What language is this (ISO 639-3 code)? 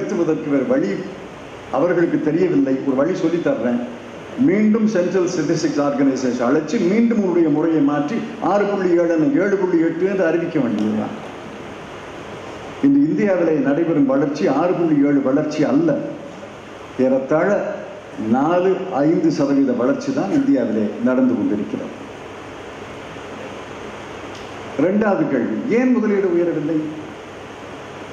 tam